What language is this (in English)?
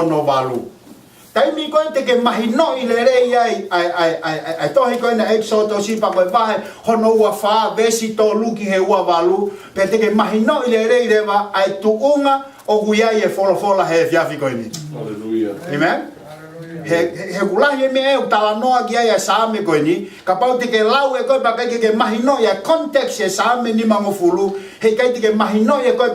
Tongan